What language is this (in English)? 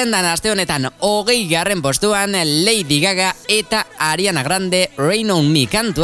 Basque